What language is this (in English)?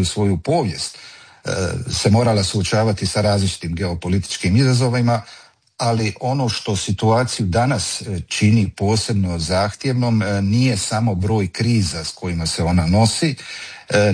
Croatian